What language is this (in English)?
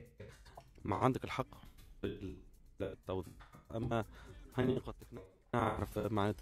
Tunisian Arabic